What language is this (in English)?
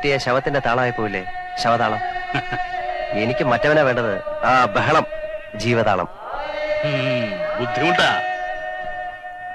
Malayalam